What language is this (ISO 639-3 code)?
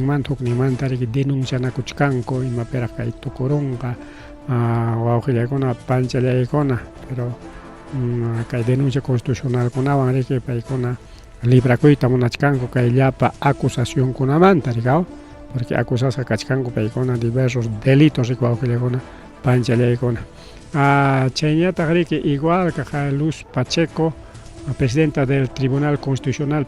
quy